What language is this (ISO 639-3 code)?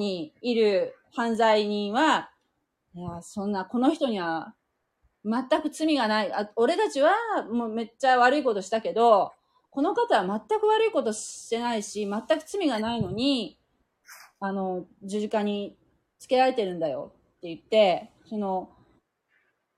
jpn